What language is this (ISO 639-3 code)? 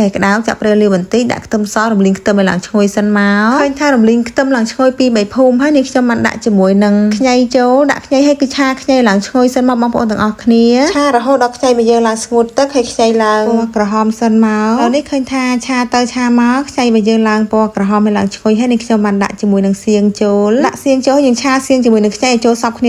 khm